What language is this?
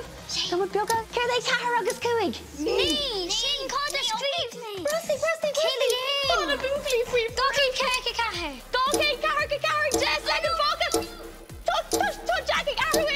Irish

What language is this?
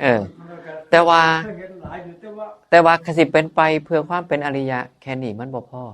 Northeastern Thai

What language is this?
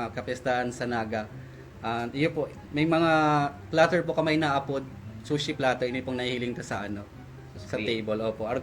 Bikol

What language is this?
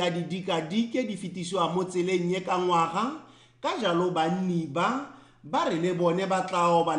Tswana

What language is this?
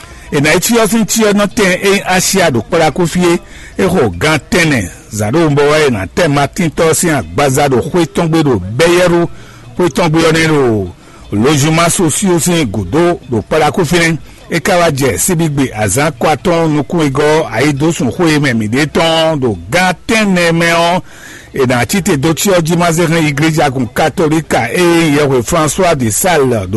Fon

